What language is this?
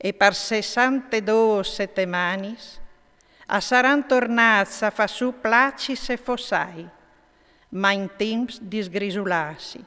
Friulian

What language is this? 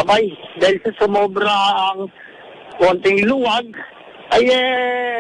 Filipino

